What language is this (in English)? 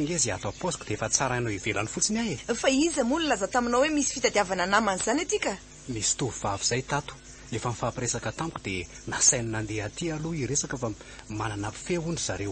Malagasy